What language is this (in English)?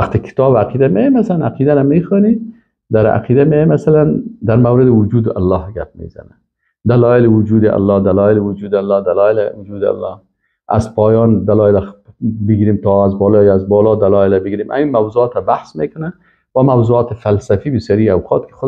Persian